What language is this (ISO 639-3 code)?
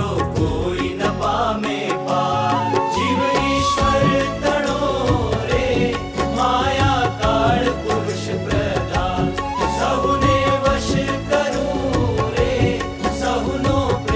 guj